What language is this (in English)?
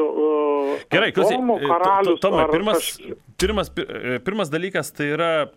Lithuanian